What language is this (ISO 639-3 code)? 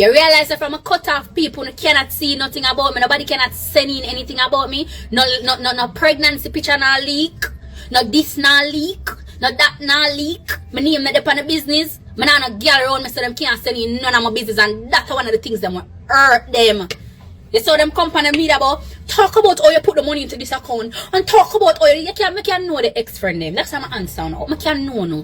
jam